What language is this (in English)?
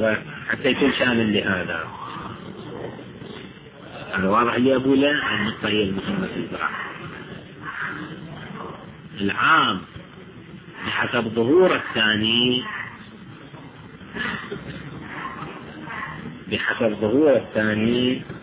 Arabic